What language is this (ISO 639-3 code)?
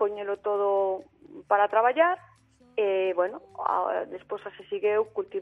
glg